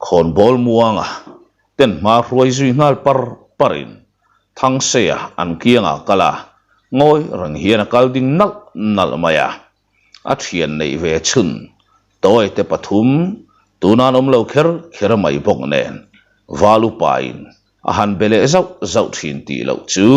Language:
Mizo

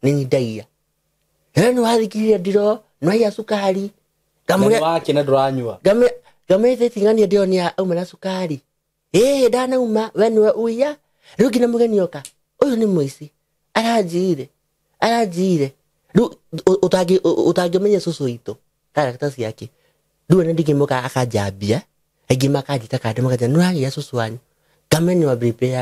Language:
Kikuyu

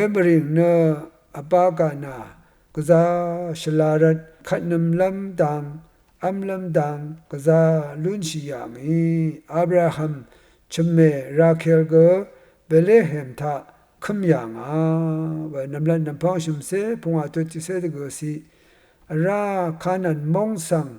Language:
Rawang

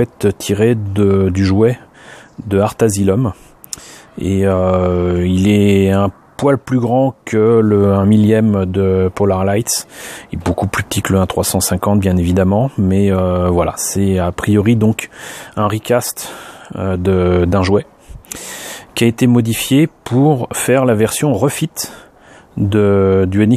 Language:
French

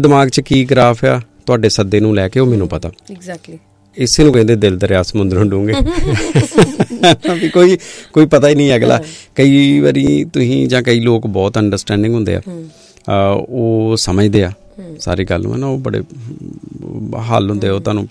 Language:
Punjabi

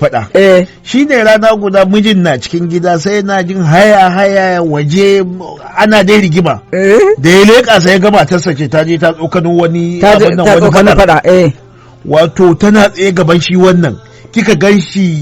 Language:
Hausa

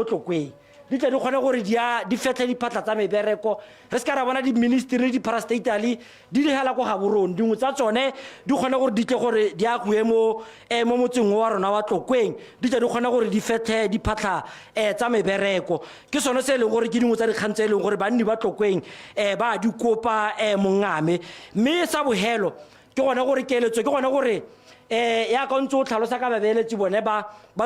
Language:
Tswana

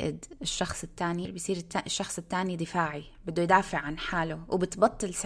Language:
North Levantine Arabic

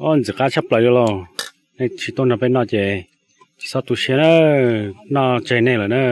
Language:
Hmong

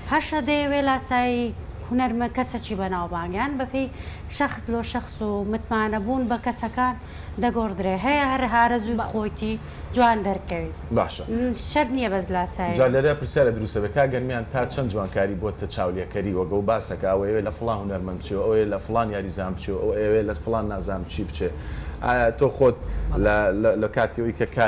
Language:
Central Kurdish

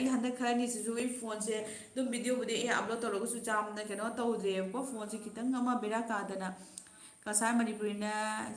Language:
Manipuri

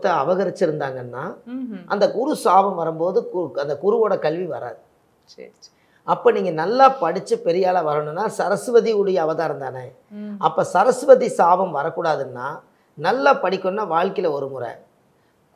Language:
Tamil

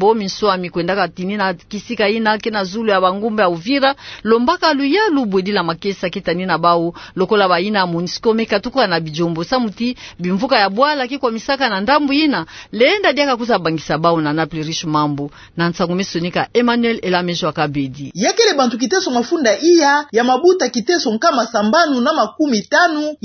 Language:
Kituba (Democratic Republic of Congo)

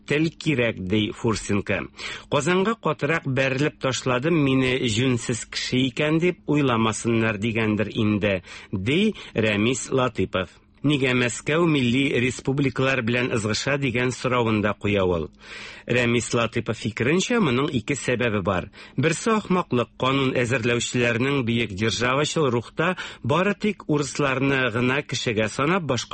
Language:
Tatar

